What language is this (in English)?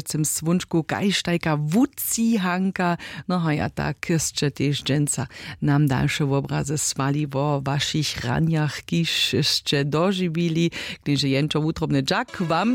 Upper Sorbian